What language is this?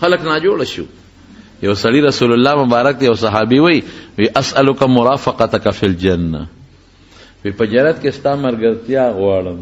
Pashto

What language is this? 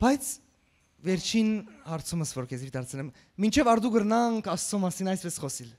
Western Armenian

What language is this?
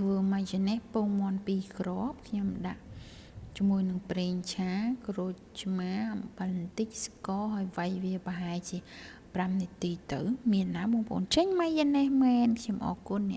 Khmer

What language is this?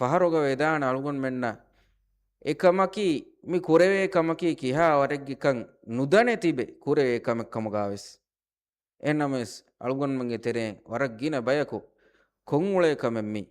Divehi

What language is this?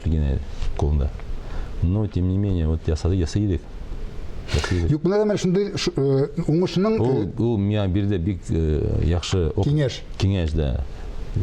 Tatar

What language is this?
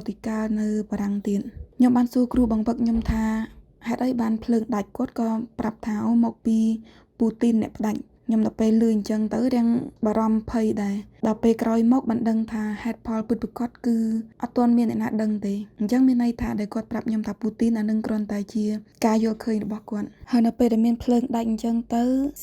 Khmer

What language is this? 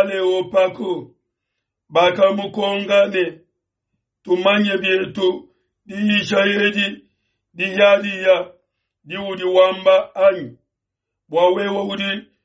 Luba-Lulua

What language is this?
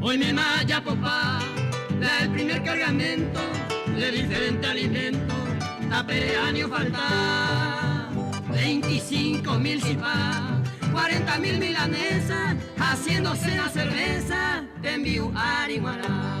Guarani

